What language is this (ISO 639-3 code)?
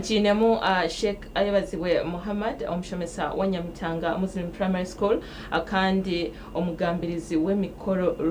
nyn